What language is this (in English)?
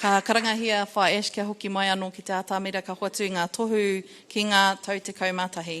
Māori